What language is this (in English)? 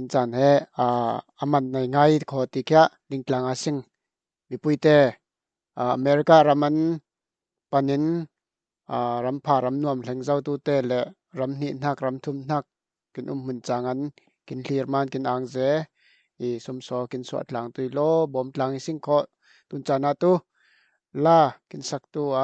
Falam Chin